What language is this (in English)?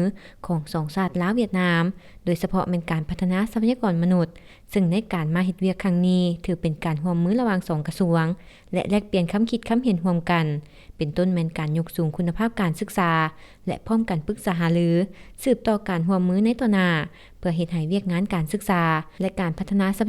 Lao